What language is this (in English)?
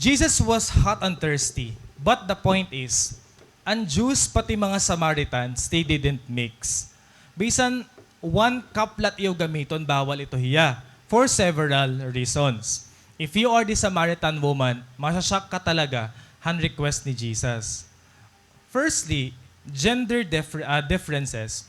Waray